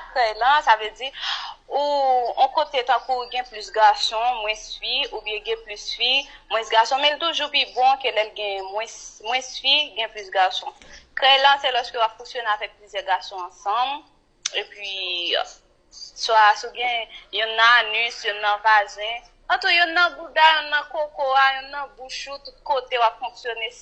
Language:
Haitian Creole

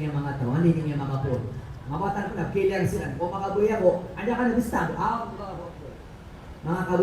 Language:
Maranao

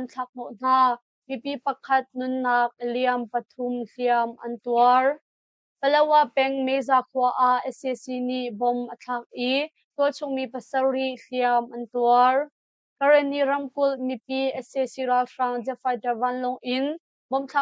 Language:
Hakha Chin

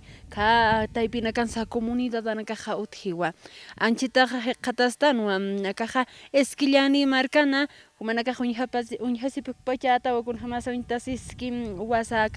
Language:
Aymara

